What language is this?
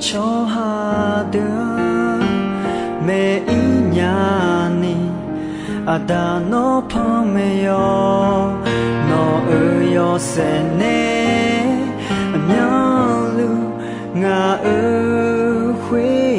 Akha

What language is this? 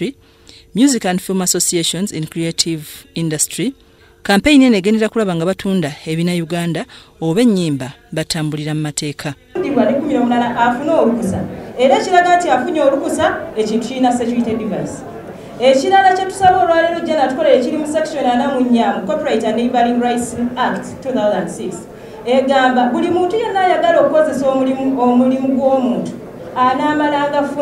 Ganda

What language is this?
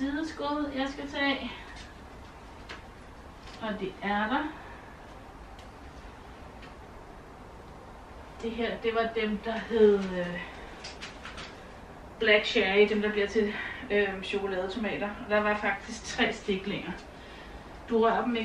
Danish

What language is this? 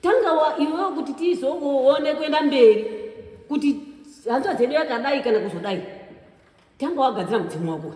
Shona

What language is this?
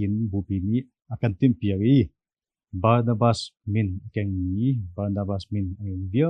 Hakha Chin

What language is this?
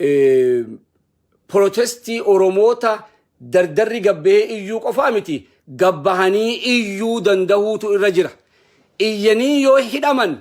Oromo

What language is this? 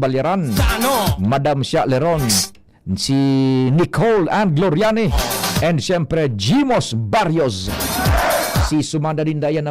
Bikol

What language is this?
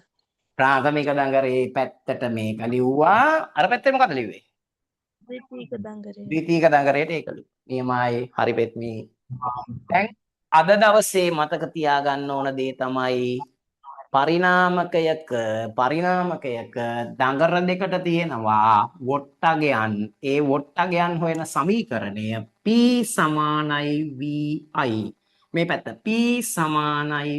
Sinhala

